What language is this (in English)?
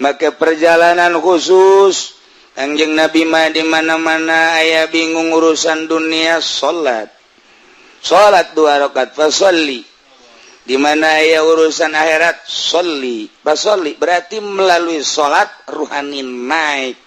Sundanese